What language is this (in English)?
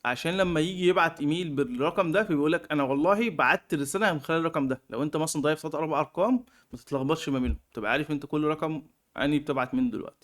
Egyptian Arabic